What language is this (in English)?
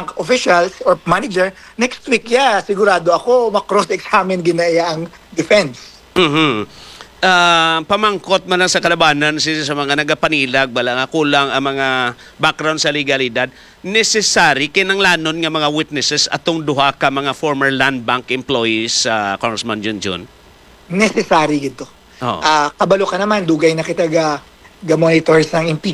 Hiligaynon